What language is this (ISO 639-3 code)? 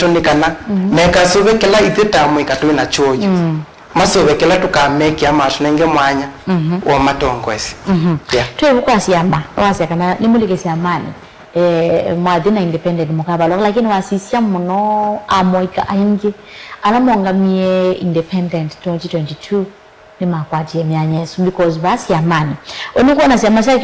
kam